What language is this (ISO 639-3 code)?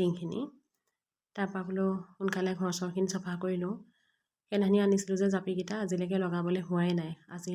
asm